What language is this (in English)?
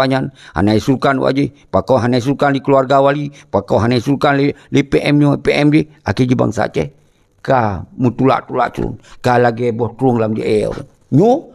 Achinese